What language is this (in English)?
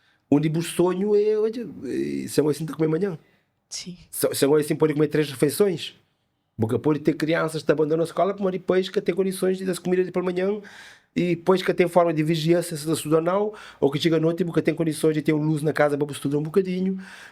Kabuverdianu